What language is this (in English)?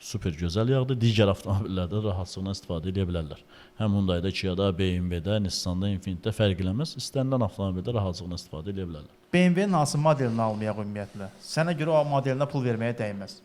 Azerbaijani